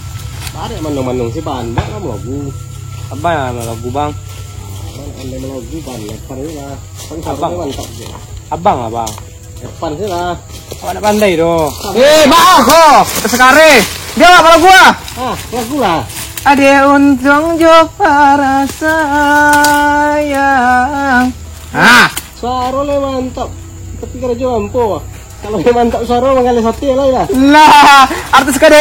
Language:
Minangkabau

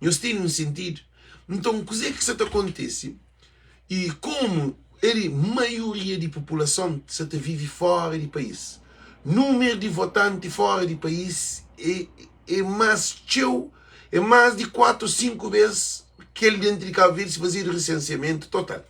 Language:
Kabuverdianu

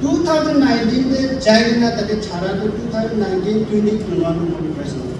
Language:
Naga Pidgin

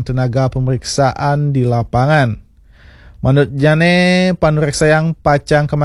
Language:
Balinese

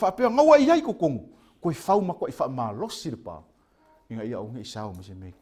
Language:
Samoan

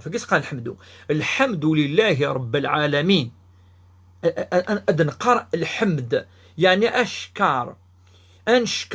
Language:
Kabyle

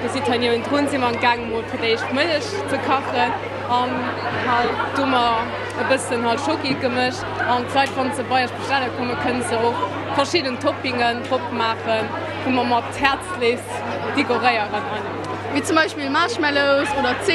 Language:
Luxembourgish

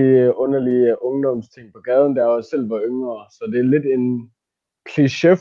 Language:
Danish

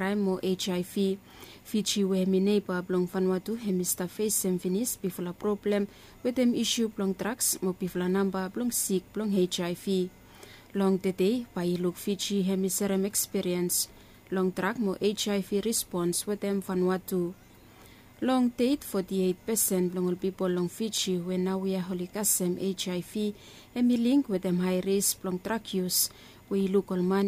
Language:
Bislama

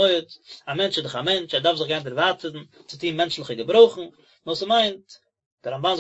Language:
Yiddish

